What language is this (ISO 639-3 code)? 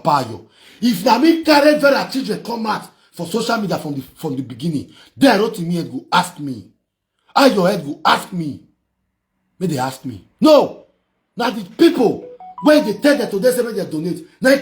pcm